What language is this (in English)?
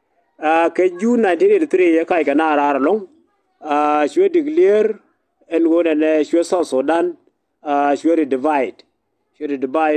Nuer